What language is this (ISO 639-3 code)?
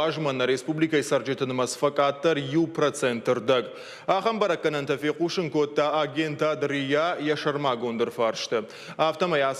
oss